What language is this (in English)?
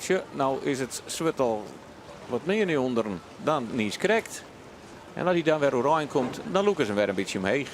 Western Frisian